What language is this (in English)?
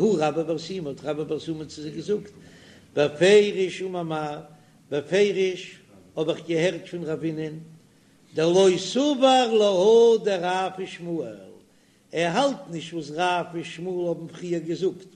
Yiddish